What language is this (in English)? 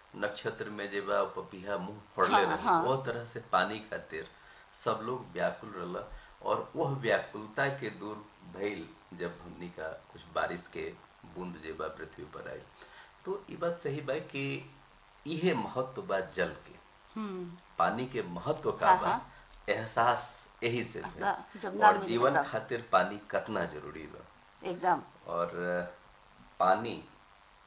Bhojpuri